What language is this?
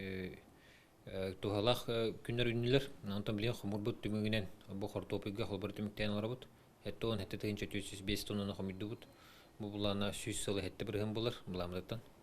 Yakut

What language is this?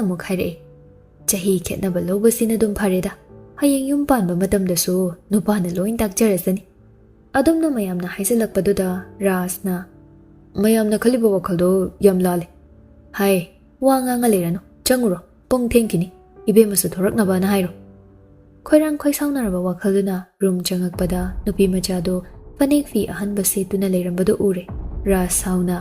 Manipuri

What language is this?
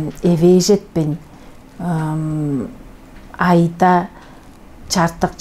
Tuvinian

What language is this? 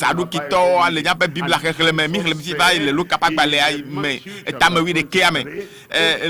Ewe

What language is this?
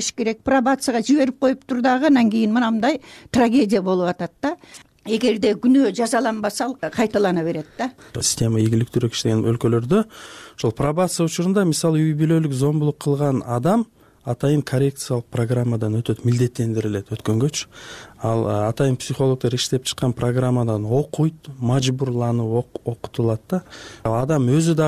Kyrgyz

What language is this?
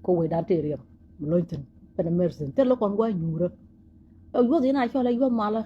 Nuer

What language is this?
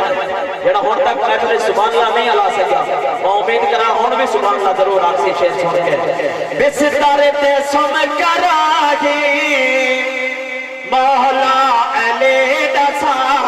Saraiki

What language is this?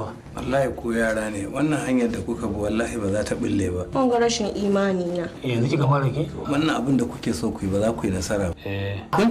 Hausa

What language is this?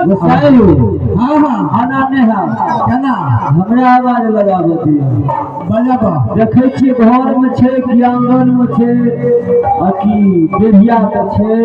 Maithili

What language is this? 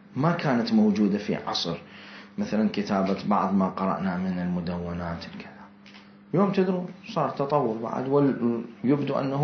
Mesopotamian Arabic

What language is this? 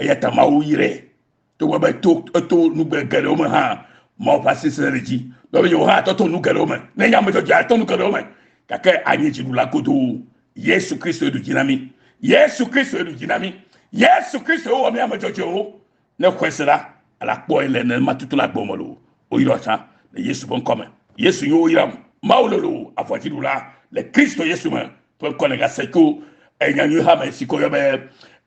Ewe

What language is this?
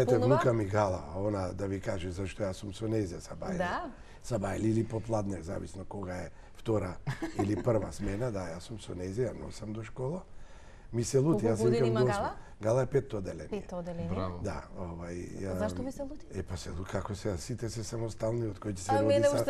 Macedonian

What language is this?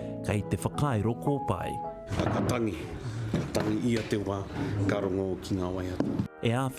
Māori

